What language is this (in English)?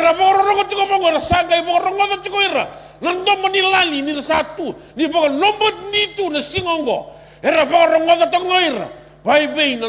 Fijian